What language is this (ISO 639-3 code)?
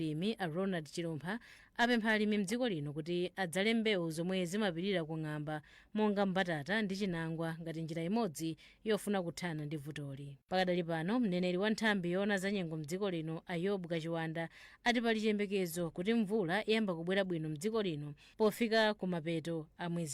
nya